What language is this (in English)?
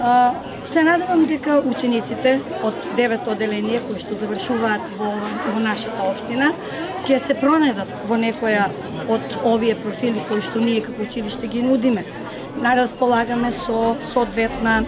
Macedonian